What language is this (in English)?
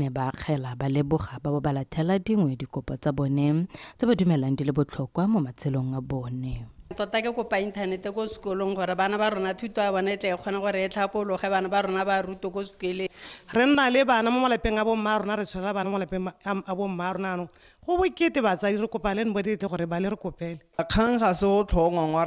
Tswana